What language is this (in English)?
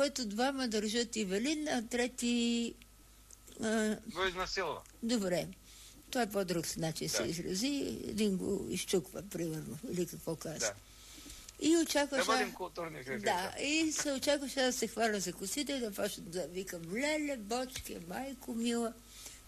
Bulgarian